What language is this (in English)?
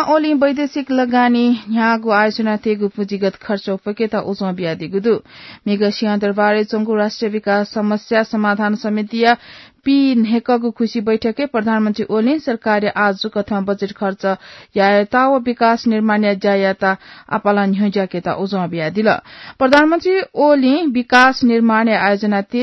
Newari